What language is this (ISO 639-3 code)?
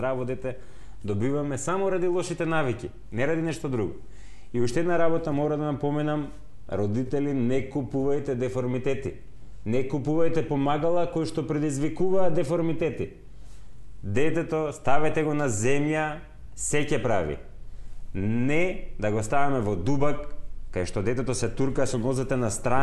mkd